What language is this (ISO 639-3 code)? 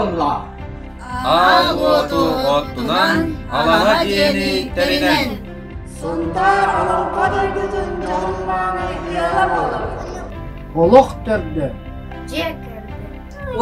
sah